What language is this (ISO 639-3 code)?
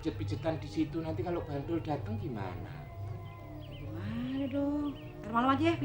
bew